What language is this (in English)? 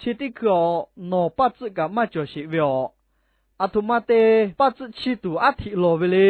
Lahu